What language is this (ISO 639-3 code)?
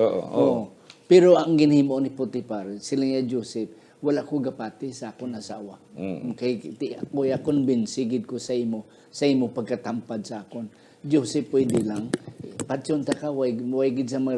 hil